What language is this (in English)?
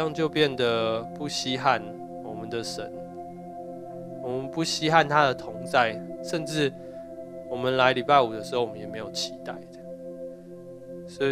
Chinese